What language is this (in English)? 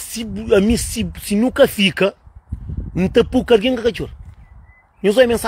Kabuverdianu